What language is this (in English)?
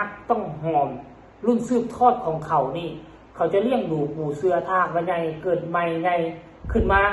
Northeastern Thai